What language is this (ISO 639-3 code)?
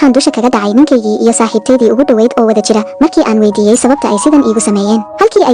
som